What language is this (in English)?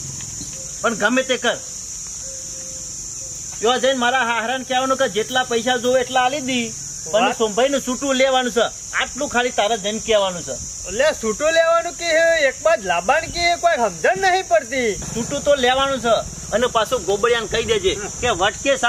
Gujarati